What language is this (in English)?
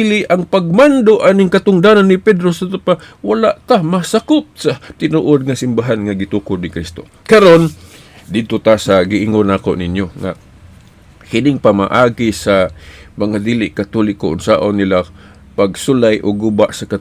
Cebuano